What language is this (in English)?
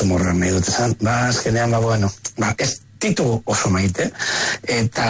Basque